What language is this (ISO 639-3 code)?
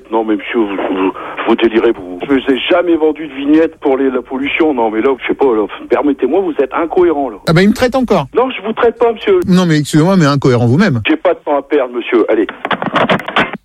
fra